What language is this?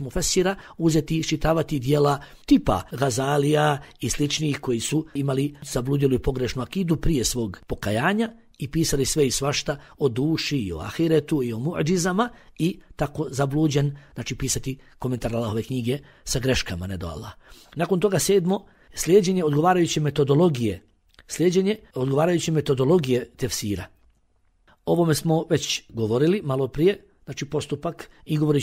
Bosnian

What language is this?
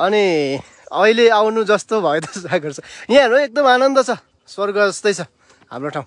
Nepali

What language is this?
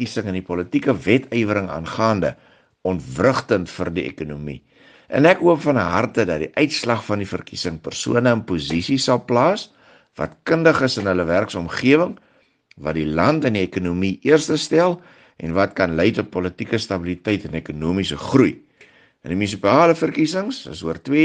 Afrikaans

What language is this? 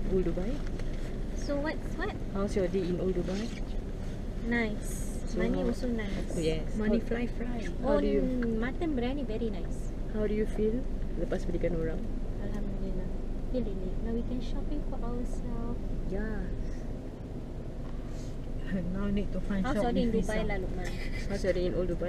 Malay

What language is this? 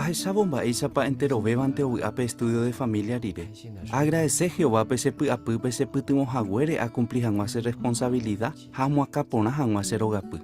Guarani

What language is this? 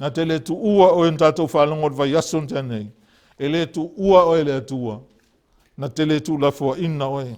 Samoan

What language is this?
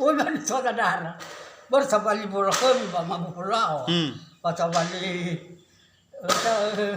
Nias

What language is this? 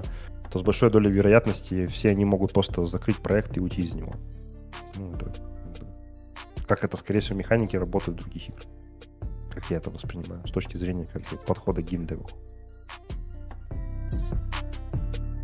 Russian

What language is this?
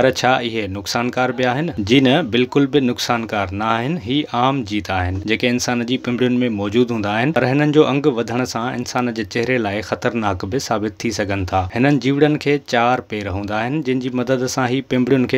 Sindhi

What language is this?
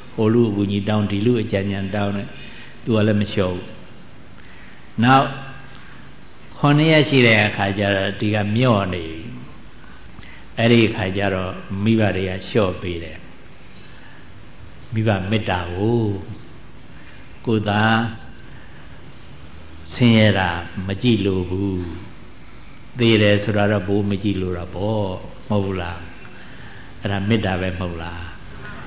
Burmese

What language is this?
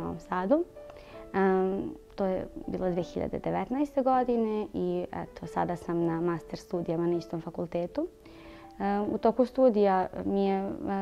Serbian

